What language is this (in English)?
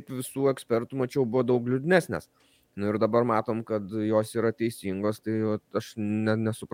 Lithuanian